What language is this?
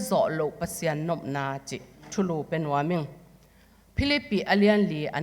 Tedim Chin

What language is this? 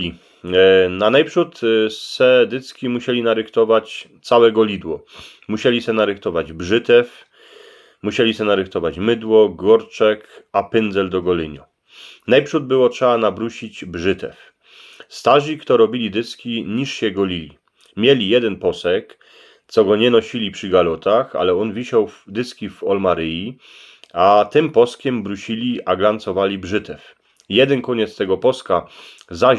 Silesian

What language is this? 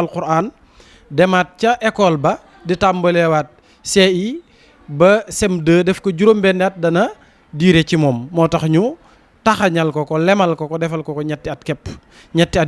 Wolof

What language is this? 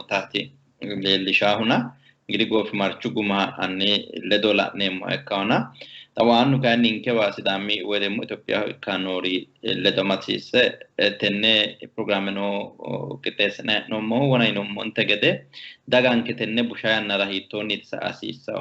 Sidamo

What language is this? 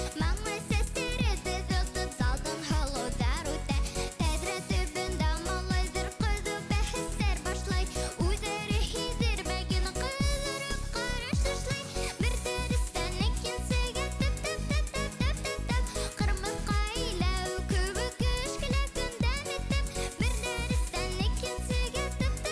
Bashkir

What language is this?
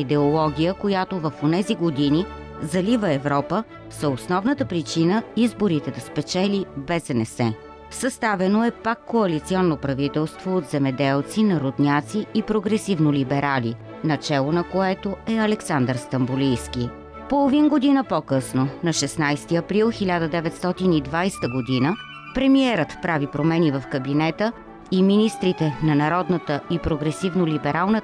Bulgarian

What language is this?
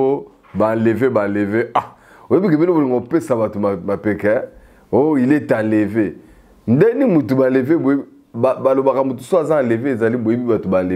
Lingala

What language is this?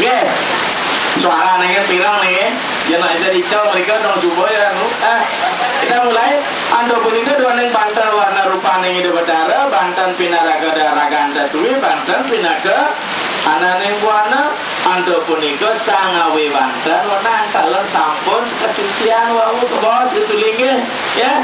Balinese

